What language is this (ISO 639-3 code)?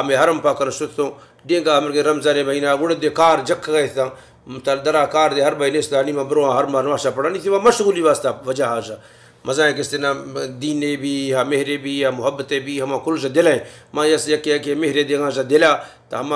bal